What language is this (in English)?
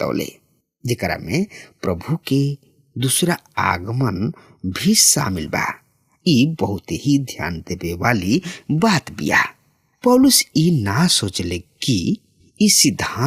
Bhojpuri